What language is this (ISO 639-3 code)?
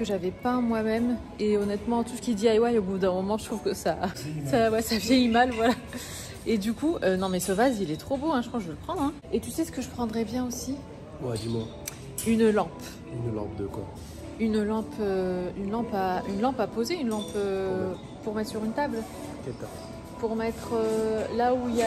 fra